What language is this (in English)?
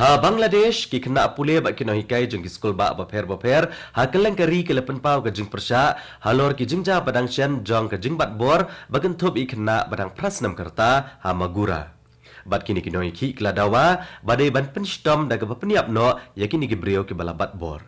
Khasi